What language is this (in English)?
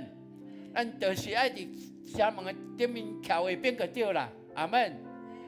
Min Nan Chinese